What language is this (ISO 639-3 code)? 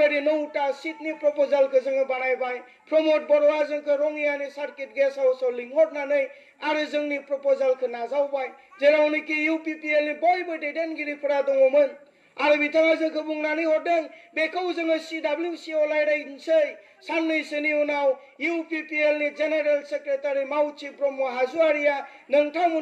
brx